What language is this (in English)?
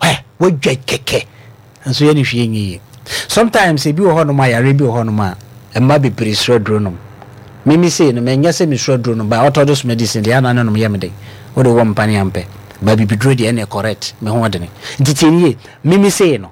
Akan